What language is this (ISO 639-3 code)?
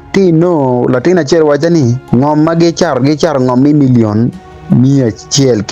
ach